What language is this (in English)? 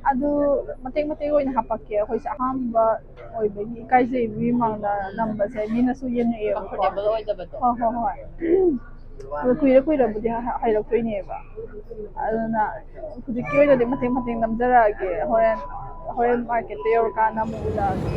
Manipuri